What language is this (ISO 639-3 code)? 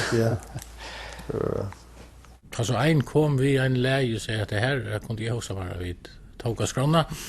fao